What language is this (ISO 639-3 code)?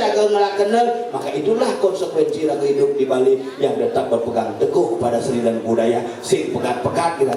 ban